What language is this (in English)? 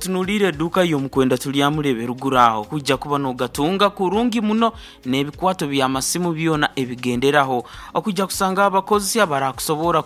Nyoro